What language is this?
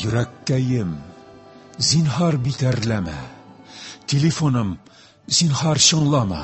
Tatar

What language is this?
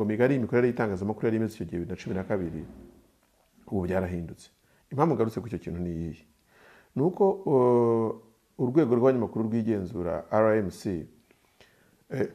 Kinyarwanda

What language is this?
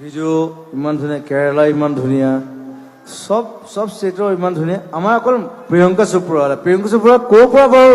Assamese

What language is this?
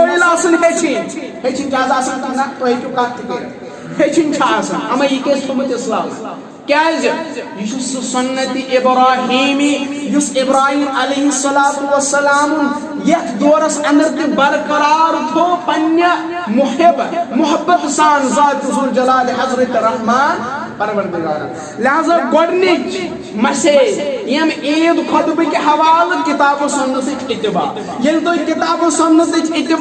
Kashmiri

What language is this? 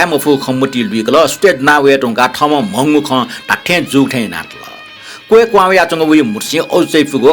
Newari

